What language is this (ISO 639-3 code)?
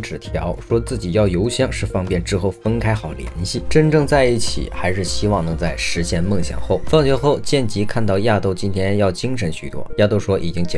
zho